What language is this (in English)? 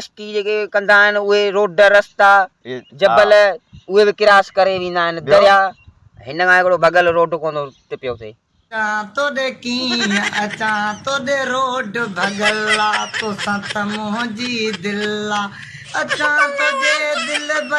Sindhi